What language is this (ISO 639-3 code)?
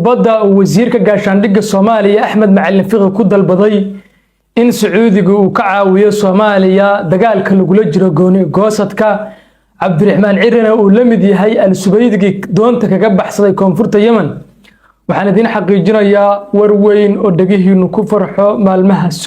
som